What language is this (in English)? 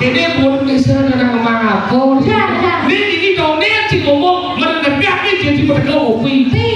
Balinese